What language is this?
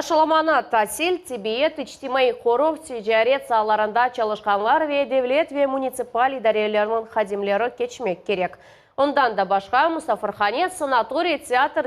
Crimean Tatar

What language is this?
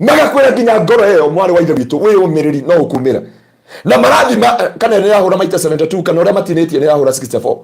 Kikuyu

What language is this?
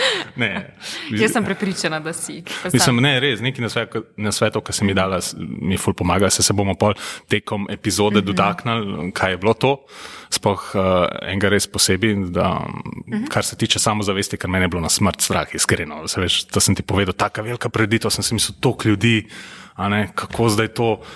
Slovenian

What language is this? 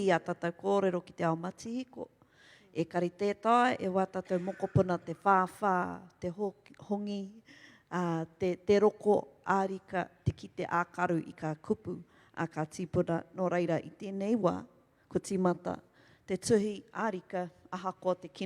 Māori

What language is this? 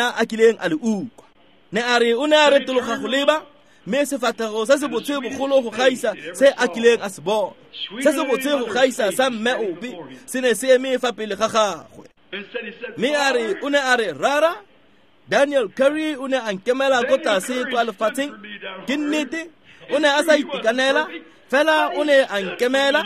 Tswana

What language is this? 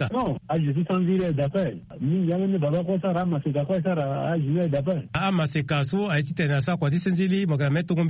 Sango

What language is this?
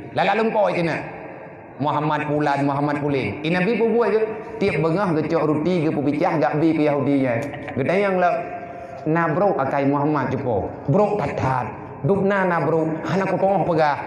Achinese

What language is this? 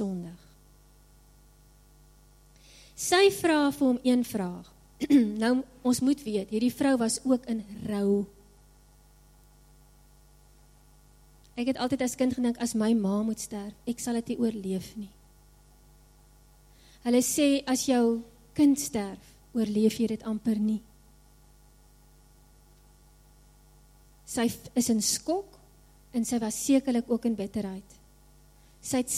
Afrikaans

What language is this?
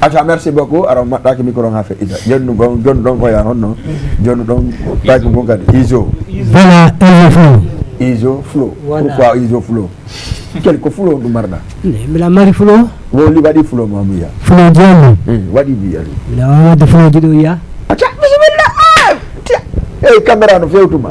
Fula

